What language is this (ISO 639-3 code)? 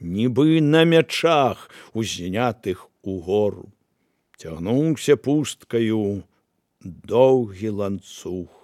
bel